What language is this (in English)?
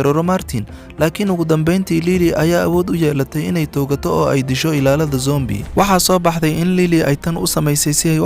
Somali